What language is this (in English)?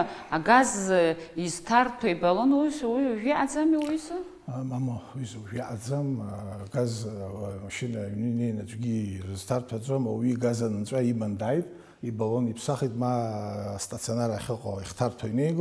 Abkhazian